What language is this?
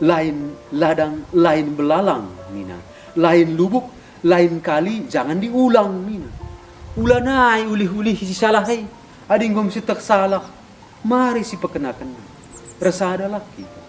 Batak Karo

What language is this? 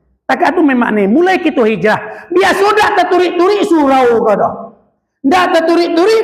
Minangkabau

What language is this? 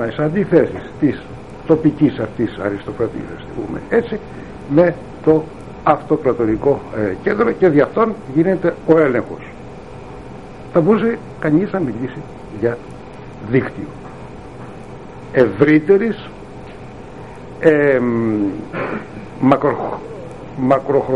Greek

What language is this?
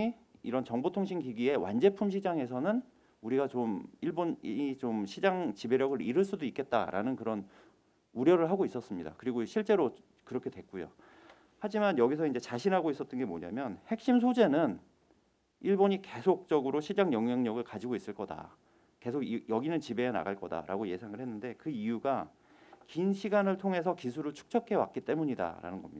Korean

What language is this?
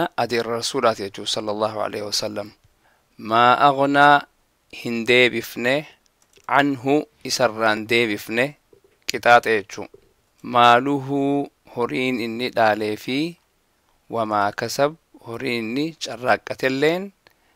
Oromo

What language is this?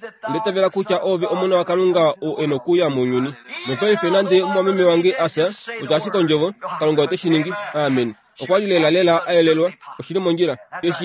Kuanyama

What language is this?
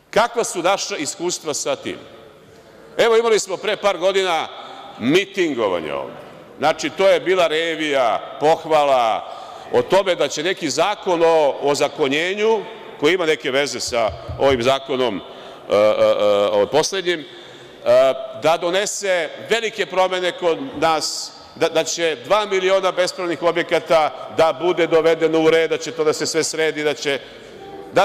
Serbian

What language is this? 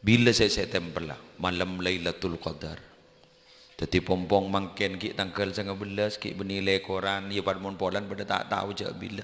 Madurese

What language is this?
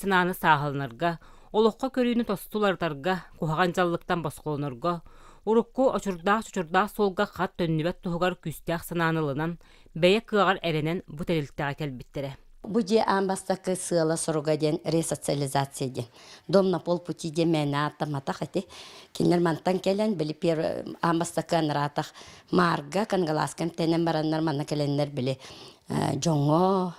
Yakut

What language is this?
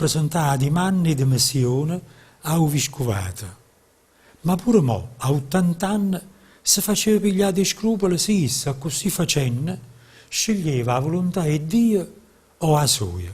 Neapolitan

